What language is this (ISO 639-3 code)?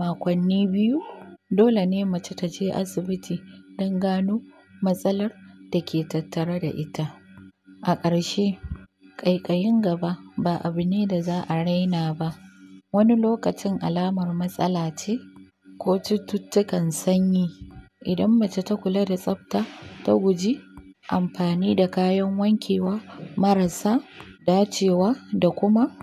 hau